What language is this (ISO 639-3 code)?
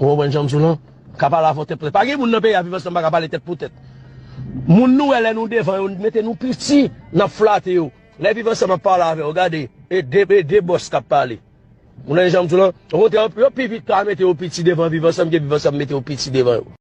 hat